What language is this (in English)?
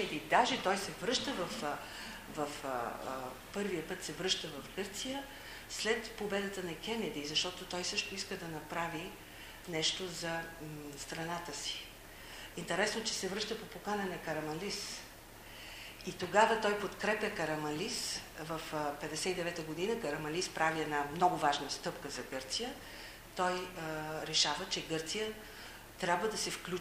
Bulgarian